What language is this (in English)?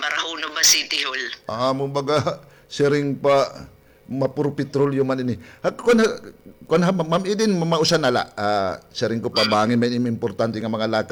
Waray